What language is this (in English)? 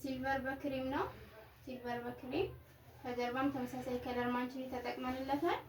Amharic